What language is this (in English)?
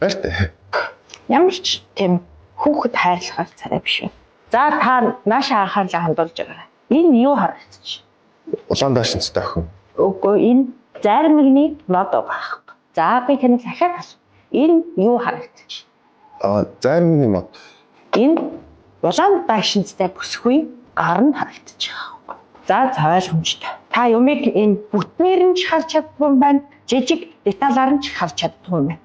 Mongolian